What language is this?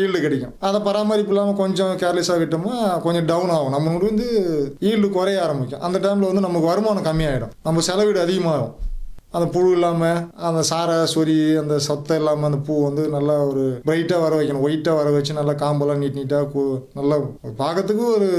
Tamil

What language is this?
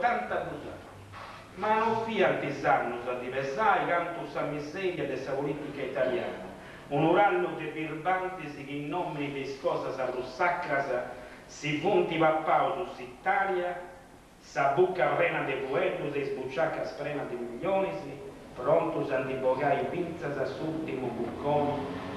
Sardinian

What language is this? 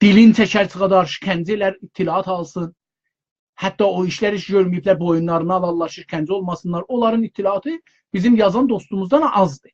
South Azerbaijani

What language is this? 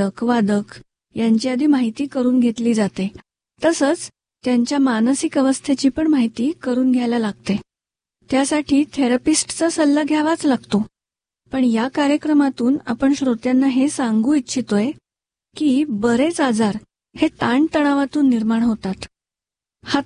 Marathi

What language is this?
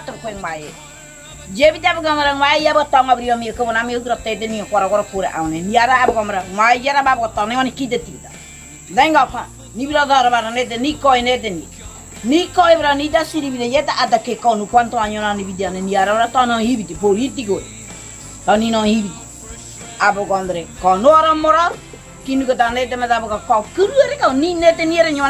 Ngäbere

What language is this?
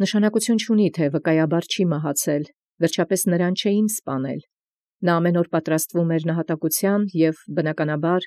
Armenian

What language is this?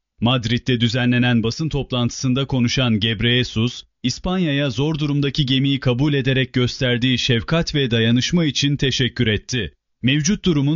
Turkish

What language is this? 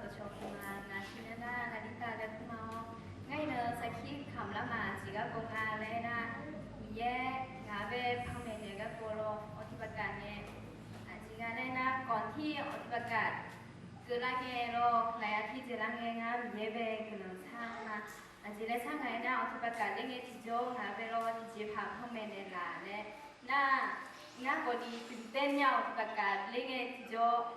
Akha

